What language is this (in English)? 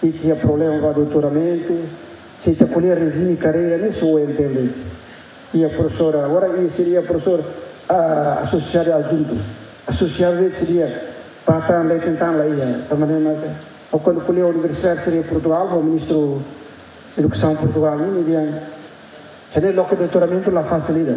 Tetum